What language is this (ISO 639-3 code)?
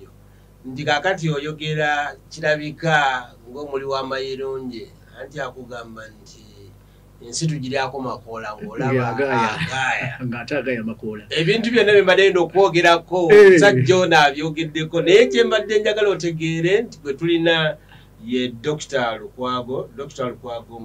lug